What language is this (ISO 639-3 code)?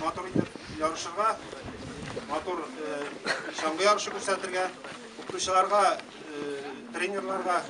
tat